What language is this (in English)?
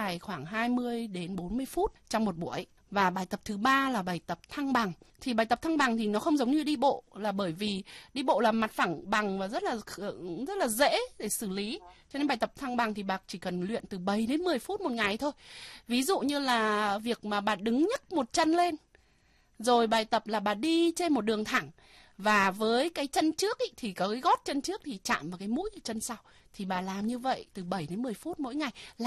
Vietnamese